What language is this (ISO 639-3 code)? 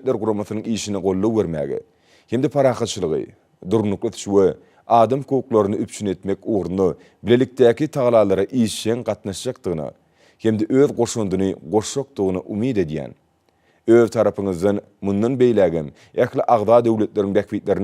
tuk